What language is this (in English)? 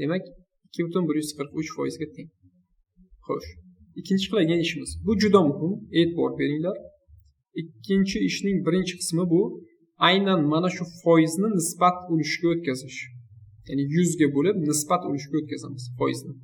Uzbek